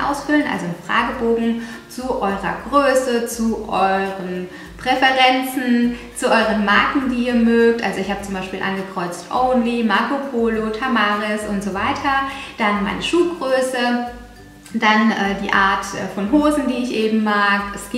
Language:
German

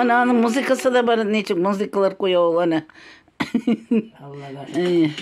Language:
Tatar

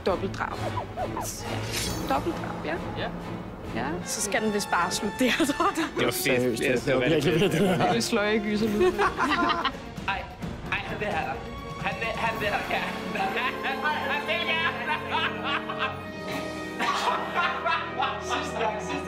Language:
Danish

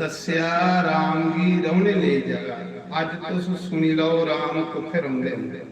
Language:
Dogri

